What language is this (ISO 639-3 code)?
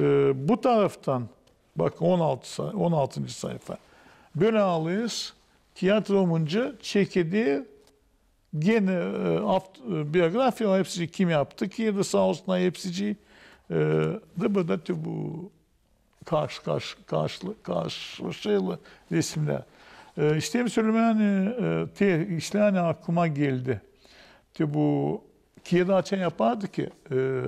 gag